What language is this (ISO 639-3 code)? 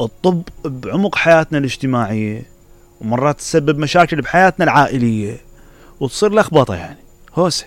acm